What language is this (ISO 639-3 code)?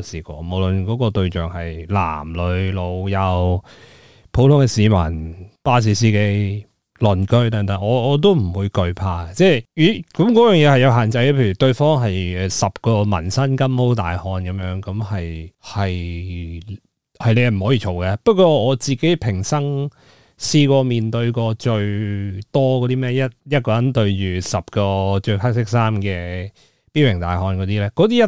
yue